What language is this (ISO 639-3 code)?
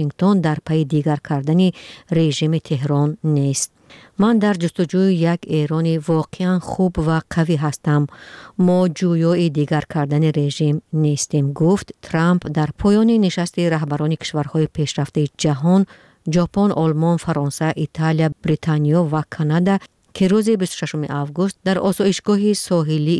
tgk